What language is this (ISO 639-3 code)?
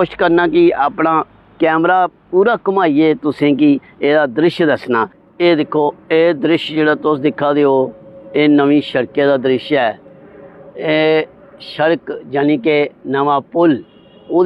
doi